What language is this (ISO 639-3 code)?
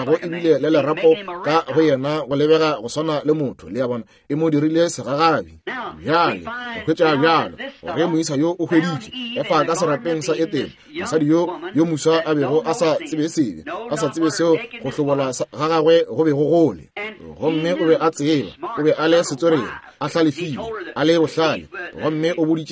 nso